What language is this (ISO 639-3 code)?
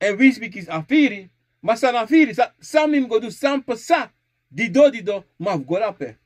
srn